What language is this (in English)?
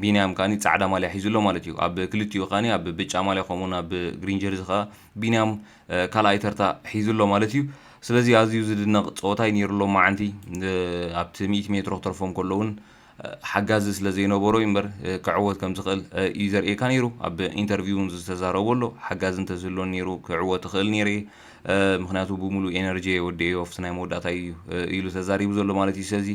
Tigrinya